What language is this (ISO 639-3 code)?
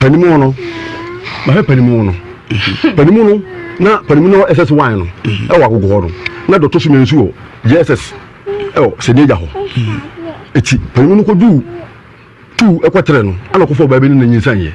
aka